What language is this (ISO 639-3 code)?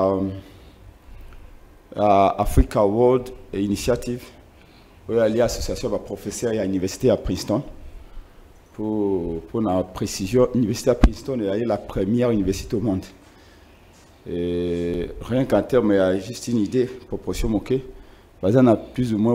fra